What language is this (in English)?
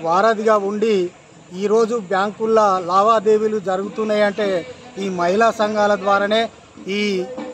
Telugu